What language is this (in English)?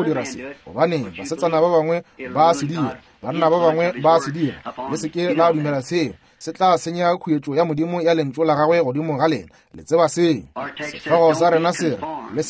Northern Sotho